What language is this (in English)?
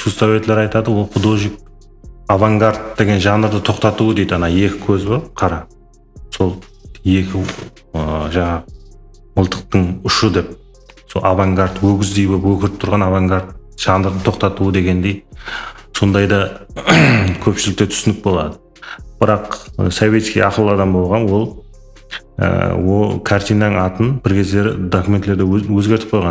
Kara-Kalpak